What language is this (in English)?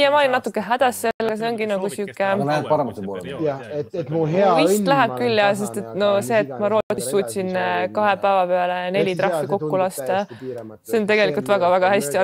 Estonian